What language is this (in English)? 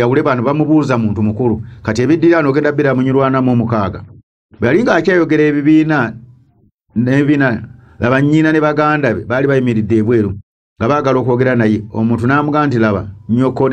Ganda